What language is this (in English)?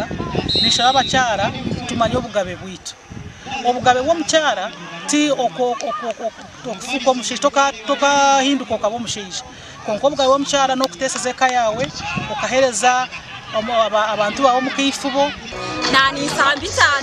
Nyankole